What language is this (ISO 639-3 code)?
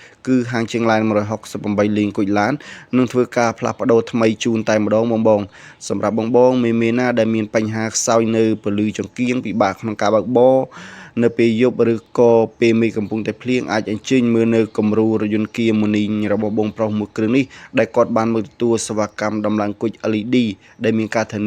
khm